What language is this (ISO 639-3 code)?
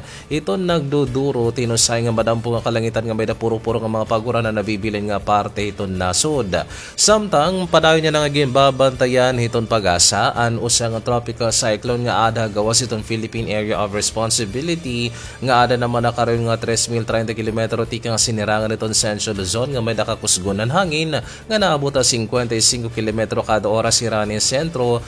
war